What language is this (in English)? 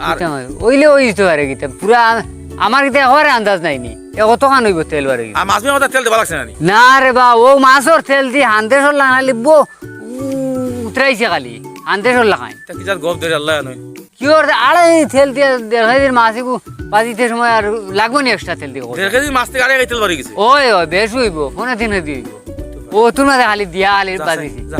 Sylheti